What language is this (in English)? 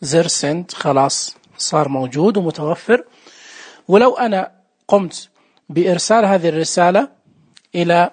Najdi Arabic